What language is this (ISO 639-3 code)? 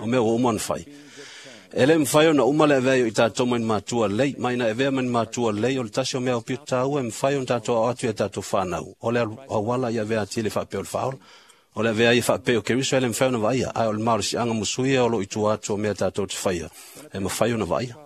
smo